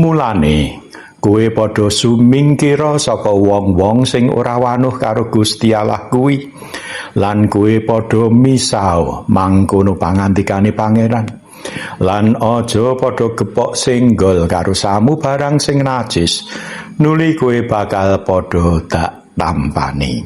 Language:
Javanese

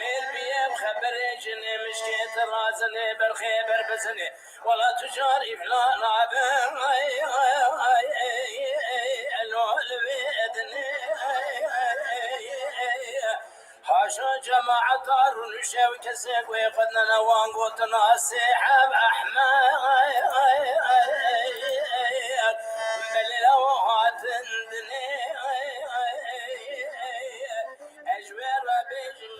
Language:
Kurdish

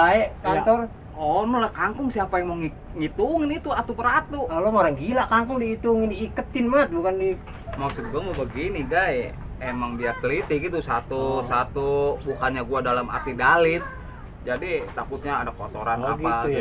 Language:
Betawi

